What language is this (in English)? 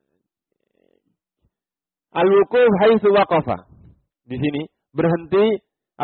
Indonesian